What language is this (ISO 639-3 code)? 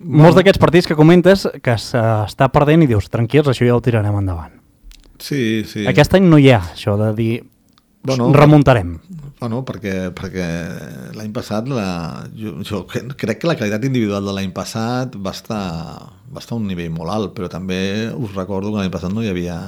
cat